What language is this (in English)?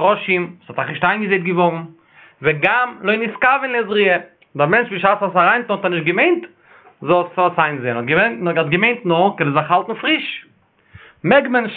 Yiddish